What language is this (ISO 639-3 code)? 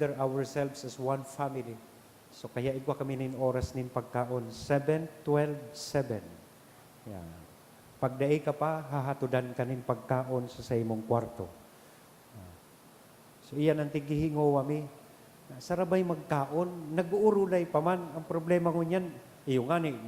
bik